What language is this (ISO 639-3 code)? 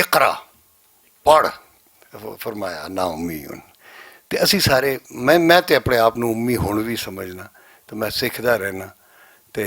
lah